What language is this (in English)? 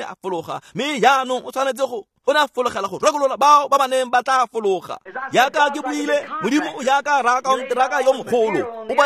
Tswana